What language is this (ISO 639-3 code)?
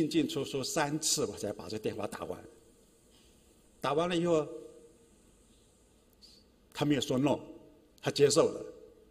zho